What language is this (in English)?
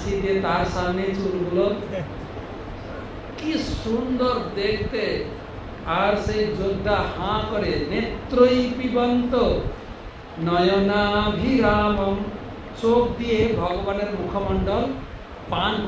Bangla